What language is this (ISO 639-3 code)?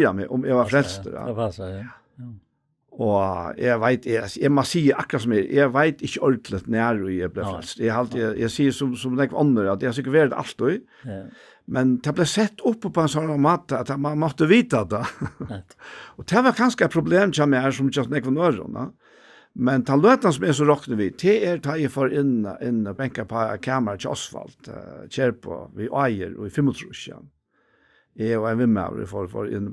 fao